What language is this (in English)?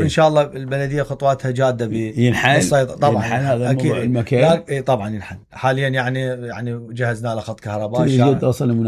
Mesopotamian Arabic